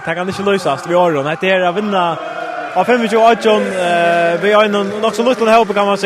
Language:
Faroese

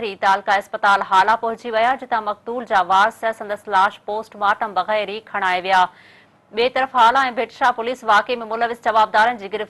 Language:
Sindhi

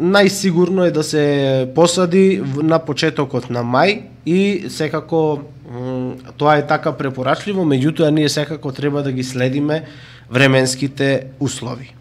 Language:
Macedonian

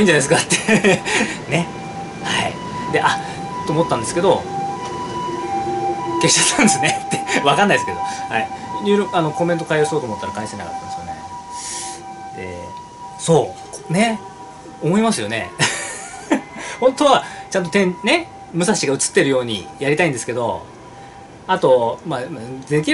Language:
Japanese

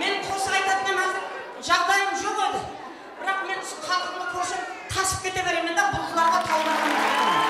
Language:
Kara-Kalpak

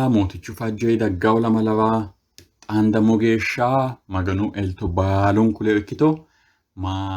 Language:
Sidamo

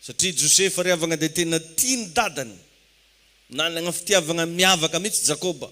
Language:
Malagasy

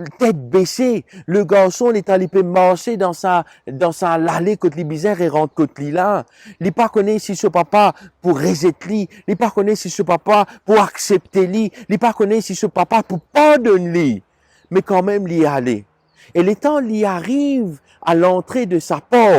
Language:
Morisyen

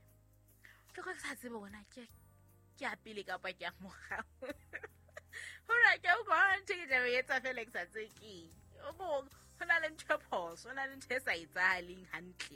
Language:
Southern Sotho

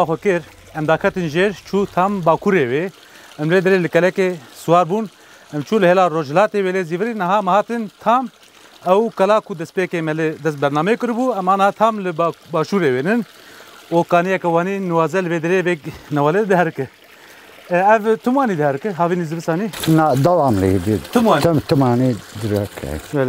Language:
Kurdish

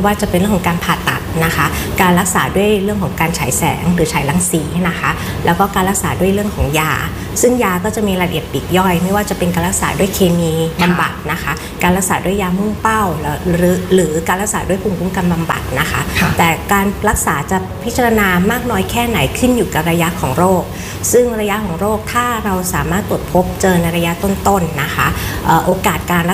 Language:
Thai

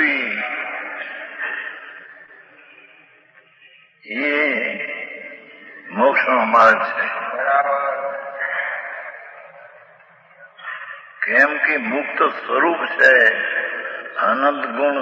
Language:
Gujarati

